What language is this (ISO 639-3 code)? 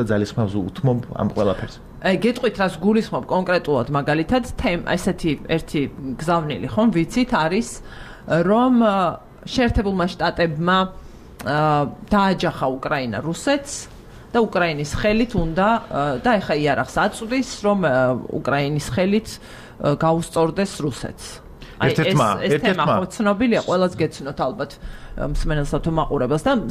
kat